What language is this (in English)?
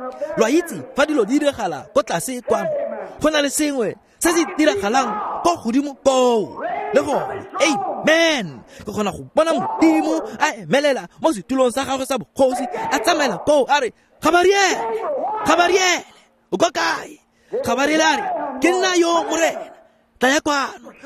Tswana